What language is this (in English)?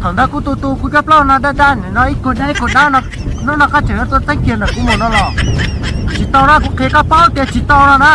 Hmong